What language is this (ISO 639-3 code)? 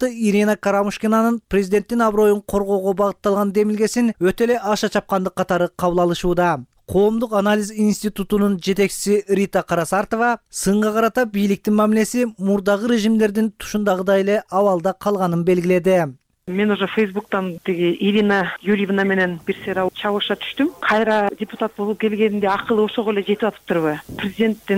kir